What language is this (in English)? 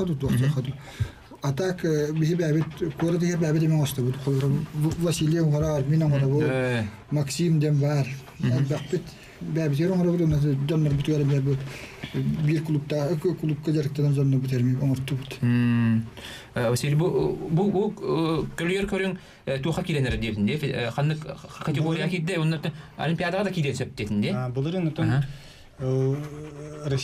Yakut